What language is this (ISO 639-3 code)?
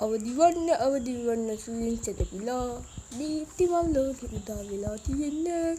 sin